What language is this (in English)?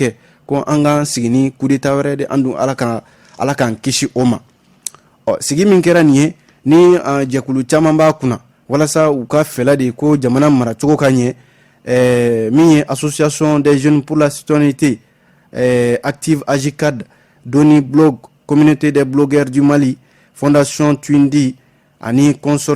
Bambara